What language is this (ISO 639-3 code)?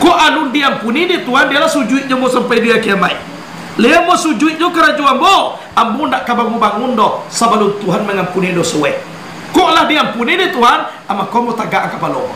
min